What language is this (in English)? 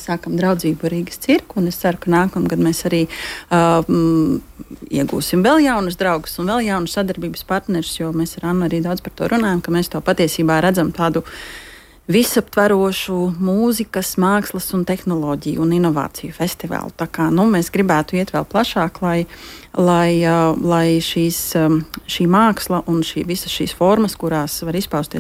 Latvian